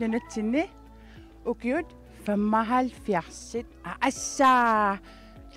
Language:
Kalaallisut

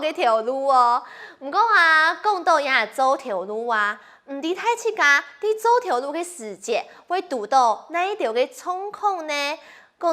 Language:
Hakka Chinese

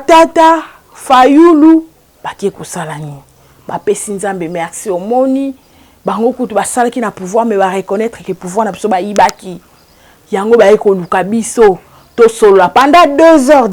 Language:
Lingala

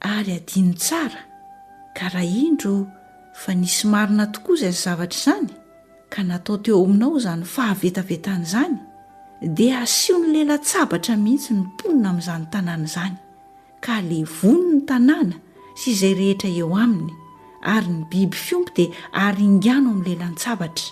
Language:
Malagasy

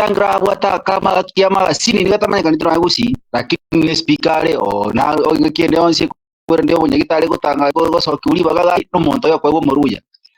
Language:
Gusii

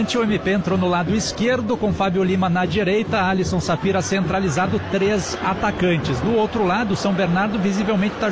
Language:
Portuguese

